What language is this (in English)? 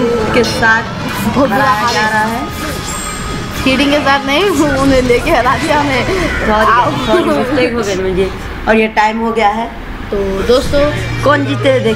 Hindi